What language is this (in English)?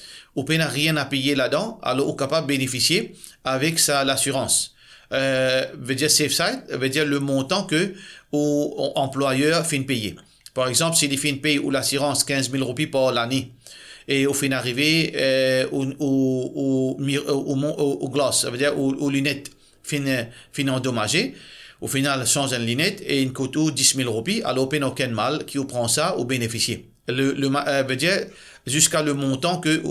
Morisyen